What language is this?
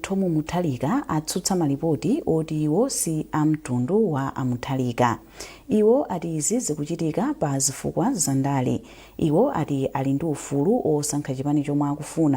Nyanja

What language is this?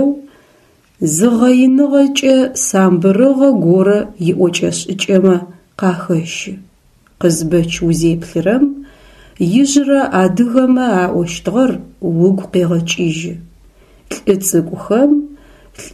Adyghe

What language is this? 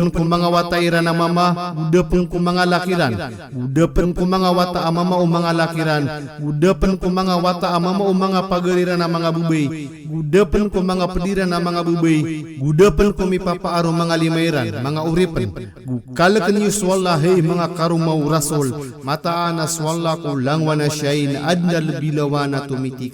Maranao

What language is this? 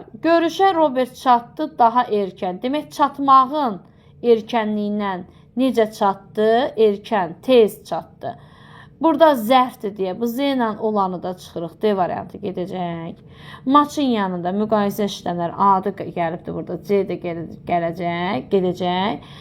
Azerbaijani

